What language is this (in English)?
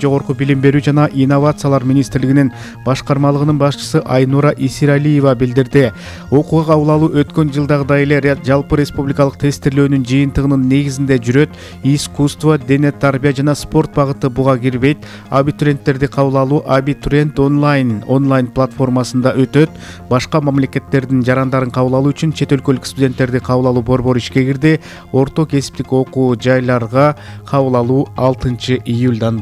Kyrgyz